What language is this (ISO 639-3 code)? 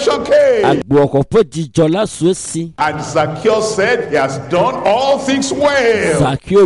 ewe